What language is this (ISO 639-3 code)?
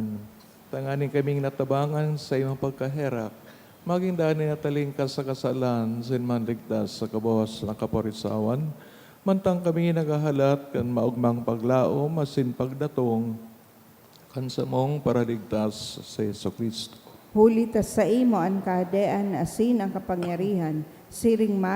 bik